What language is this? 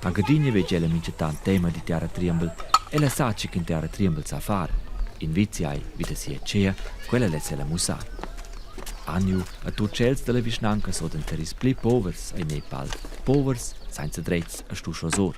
Romansh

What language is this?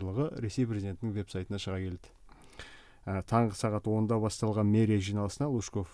Kazakh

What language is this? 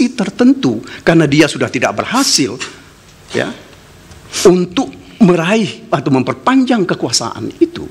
Indonesian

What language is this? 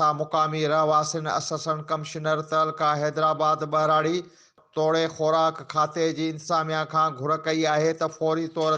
Sindhi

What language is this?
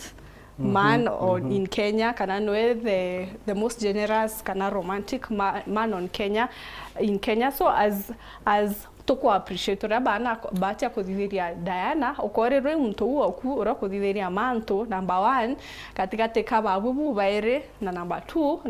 Meru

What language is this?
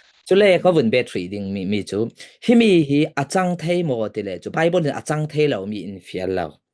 Falam Chin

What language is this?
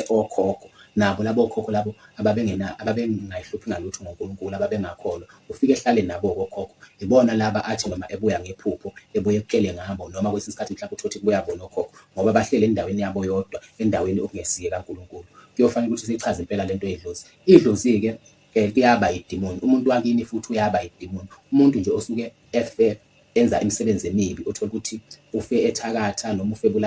Zulu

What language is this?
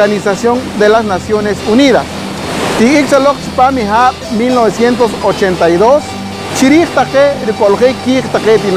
Poqomchi'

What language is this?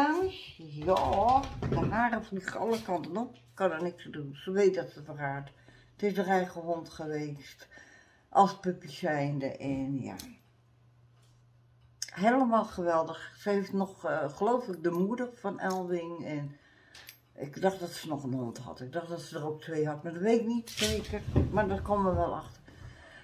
Dutch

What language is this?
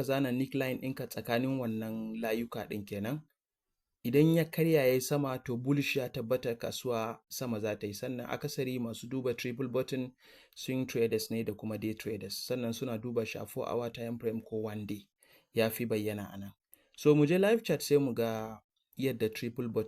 Hausa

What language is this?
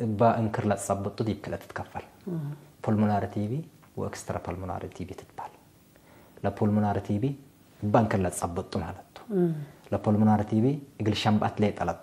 Tigre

